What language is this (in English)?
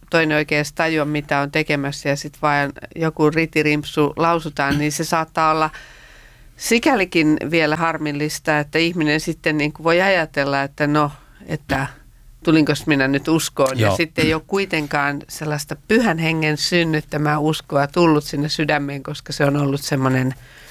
Finnish